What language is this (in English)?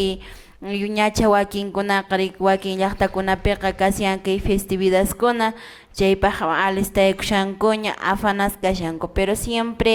Quechua